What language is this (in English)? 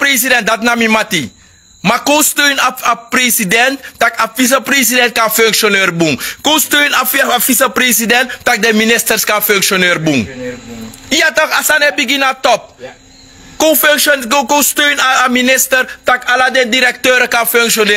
Sranan Tongo